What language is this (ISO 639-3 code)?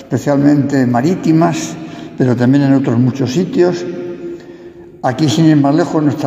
spa